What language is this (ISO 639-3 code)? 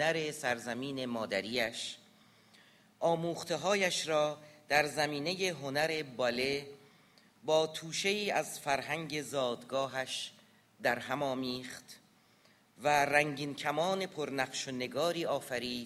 fas